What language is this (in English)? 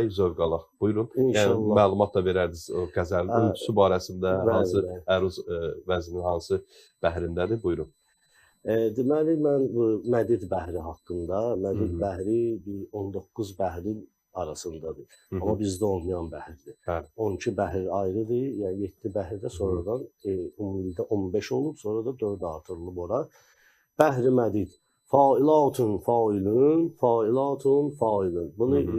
Azerbaijani